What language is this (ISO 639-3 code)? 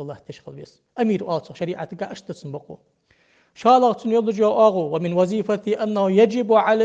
inh